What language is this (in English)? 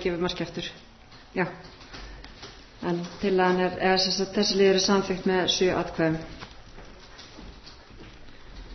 Icelandic